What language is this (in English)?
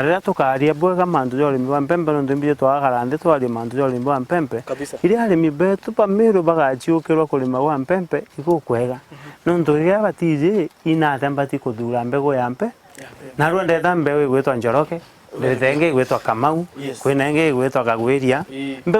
Meru